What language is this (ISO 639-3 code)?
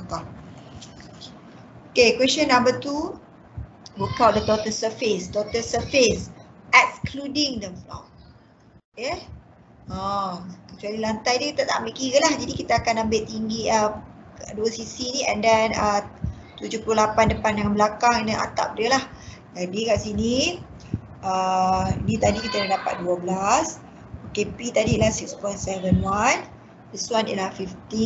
msa